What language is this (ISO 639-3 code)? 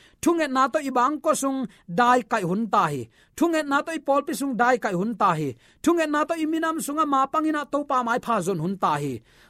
ctd